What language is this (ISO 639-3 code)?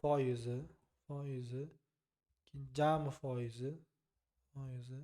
uzb